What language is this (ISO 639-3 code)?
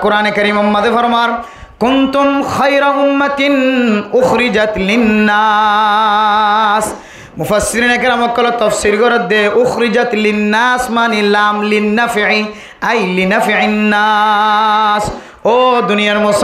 rhg